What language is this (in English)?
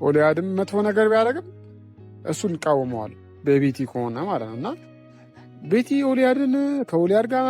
Amharic